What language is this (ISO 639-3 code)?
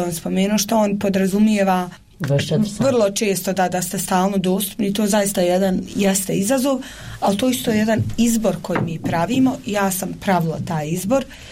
bos